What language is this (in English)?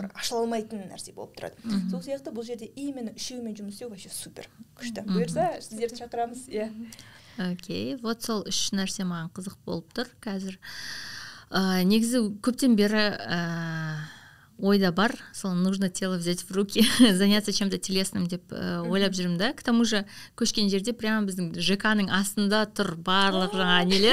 Kazakh